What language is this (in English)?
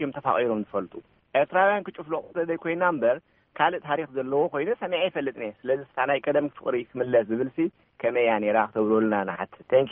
Tigrinya